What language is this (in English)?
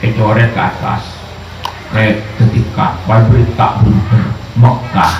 Madurese